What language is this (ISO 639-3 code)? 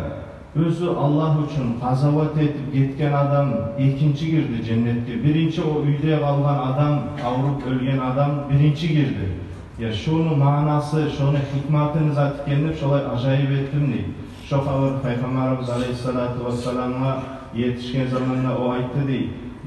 kum